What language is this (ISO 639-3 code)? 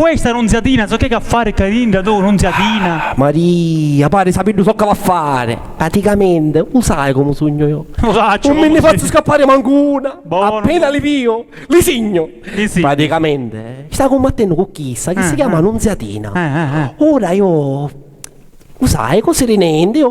scn